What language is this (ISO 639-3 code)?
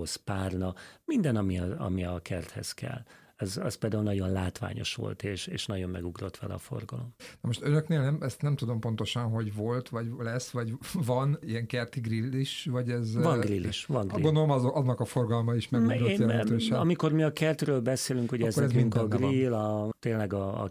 hun